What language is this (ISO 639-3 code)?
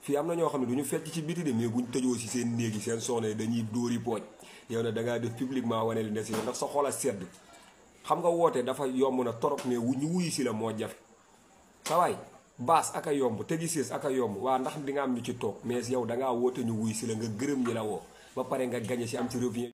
wol